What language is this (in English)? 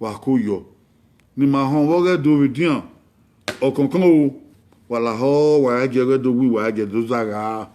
Bini